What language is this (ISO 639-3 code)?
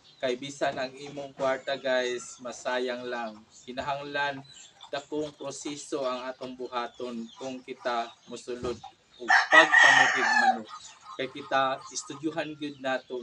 ceb